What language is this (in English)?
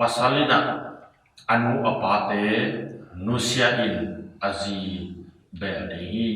Tedim Chin